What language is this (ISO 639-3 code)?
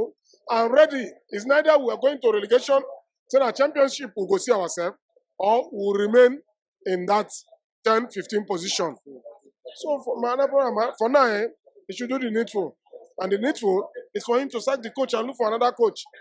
pcm